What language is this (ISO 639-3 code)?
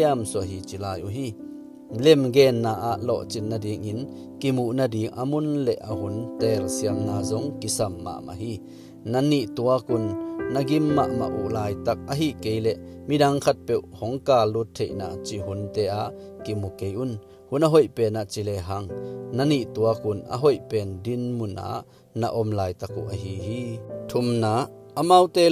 ctd